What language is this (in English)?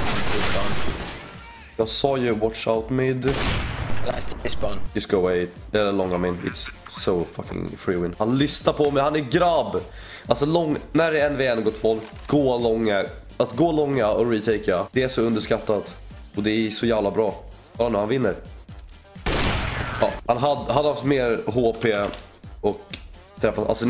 Swedish